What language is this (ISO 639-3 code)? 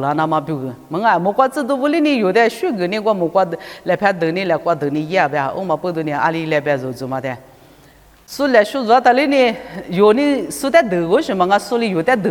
lis